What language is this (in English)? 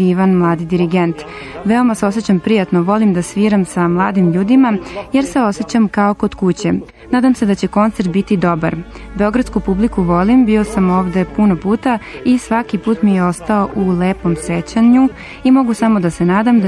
Serbian